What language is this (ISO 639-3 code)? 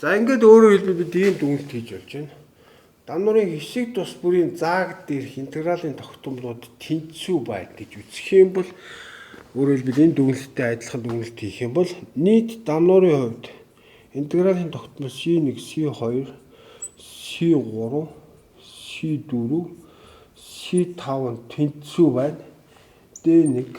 mon